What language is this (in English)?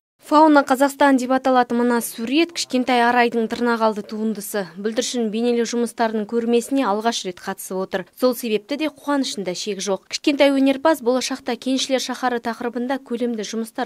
Kazakh